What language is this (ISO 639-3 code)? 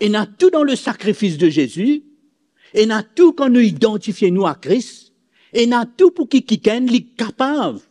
mfe